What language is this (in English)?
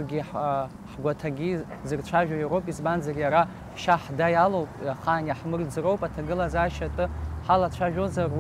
Abkhazian